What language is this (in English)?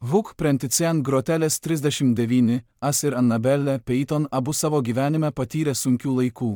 Lithuanian